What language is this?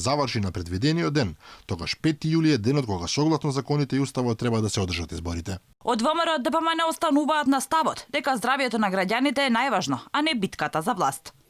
Macedonian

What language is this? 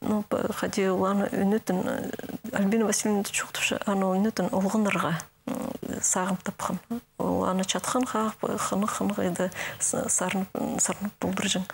Khakas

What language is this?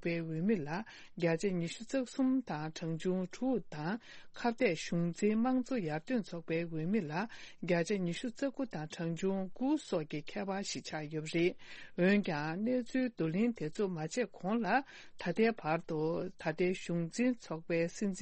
Tibetan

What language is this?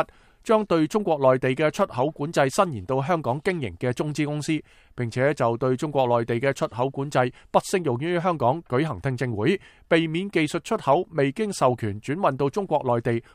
Cantonese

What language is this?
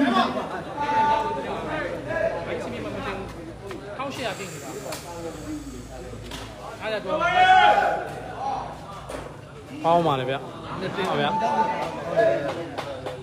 Burmese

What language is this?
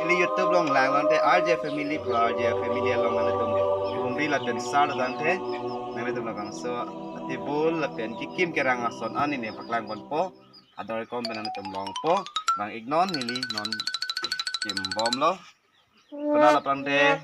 Karbi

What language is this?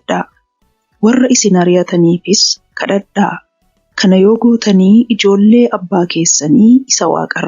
Oromo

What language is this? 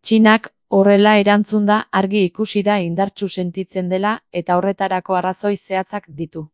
Basque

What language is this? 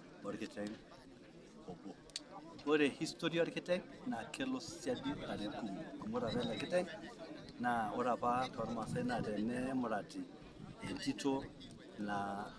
Masai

